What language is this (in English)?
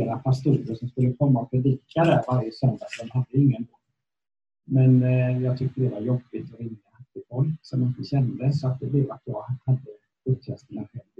Swedish